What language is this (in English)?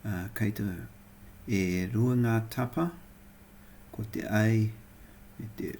Māori